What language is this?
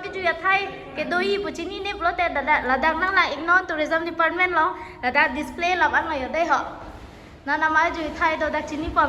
Karbi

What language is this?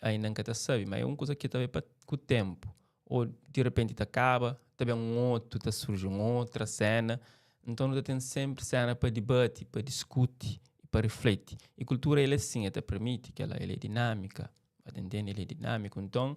Kabuverdianu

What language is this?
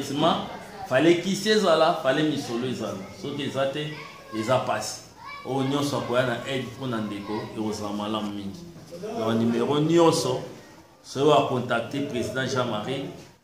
Lingala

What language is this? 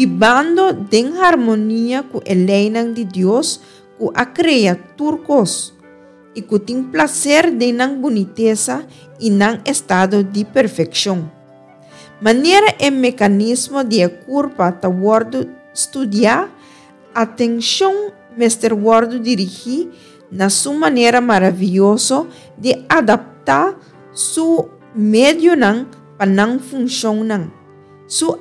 Papiamento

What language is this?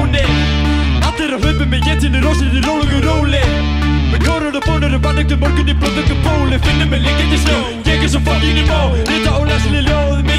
Icelandic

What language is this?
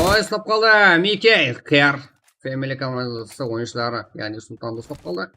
Kara-Kalpak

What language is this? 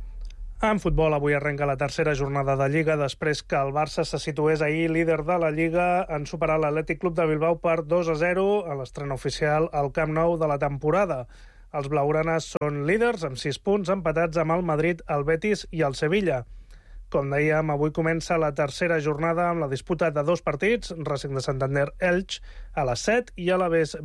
Catalan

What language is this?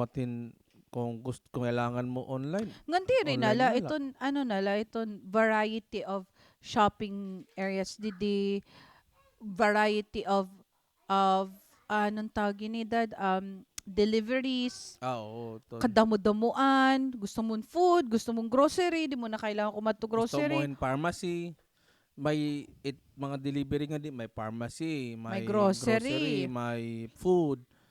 Waray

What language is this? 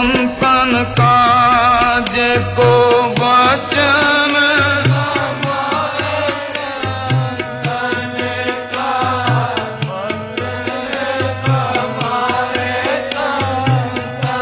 Punjabi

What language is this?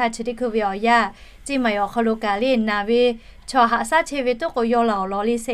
Lahu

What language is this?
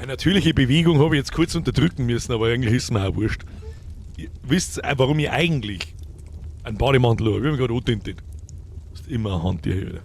Bavarian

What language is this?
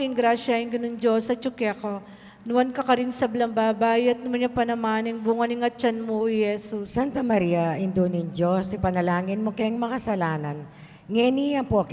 Pampanga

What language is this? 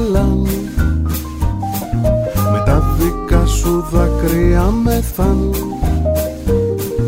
Greek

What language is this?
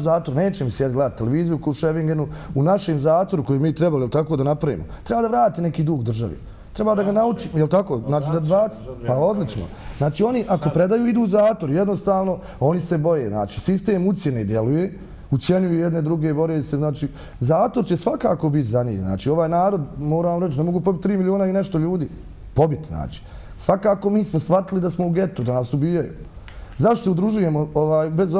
Bosnian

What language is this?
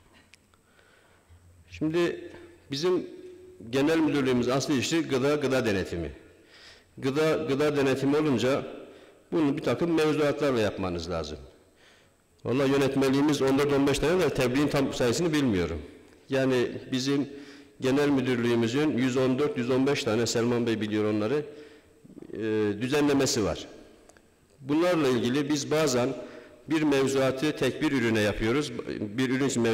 Turkish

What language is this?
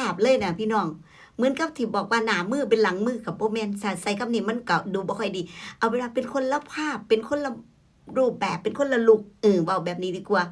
Northeastern Thai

